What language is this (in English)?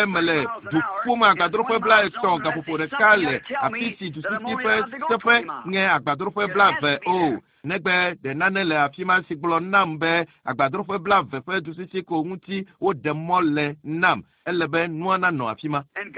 Ewe